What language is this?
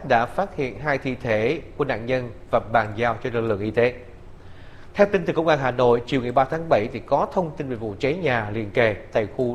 Vietnamese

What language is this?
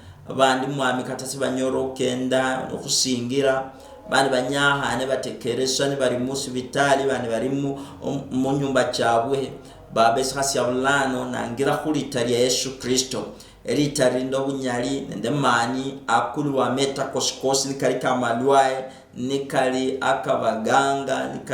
Luyia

